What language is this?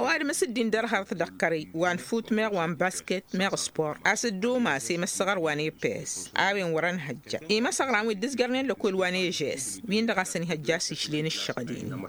Tamasheq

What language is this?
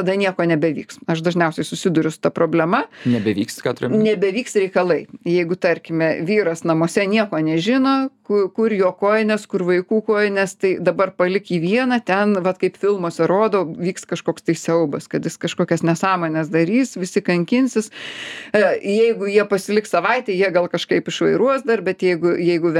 Lithuanian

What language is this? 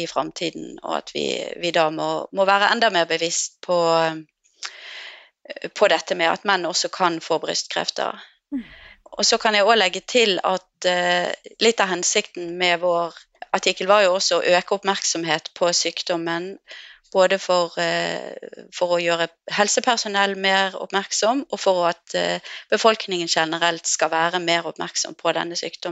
Norwegian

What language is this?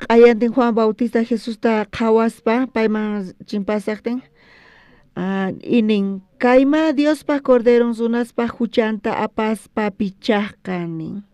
South Bolivian Quechua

